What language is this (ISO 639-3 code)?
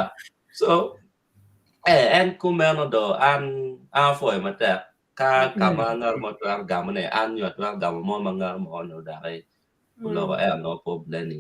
ach